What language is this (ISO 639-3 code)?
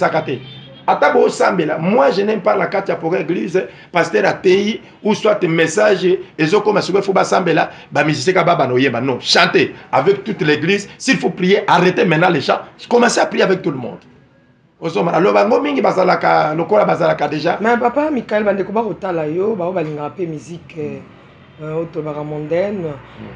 lin